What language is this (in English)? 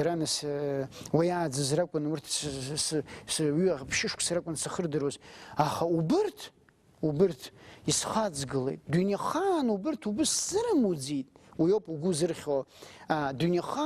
Abkhazian